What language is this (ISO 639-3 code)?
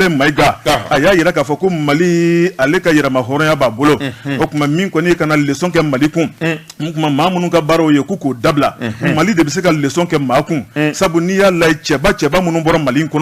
bam